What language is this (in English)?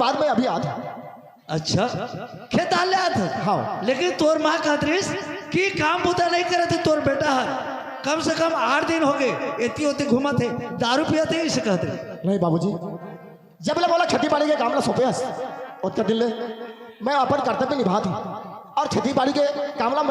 Chhattisgarhi